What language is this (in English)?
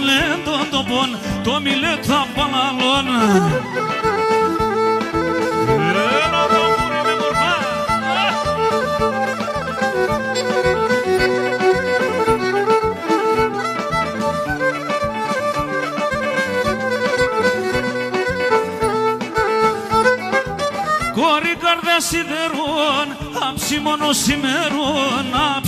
Pontic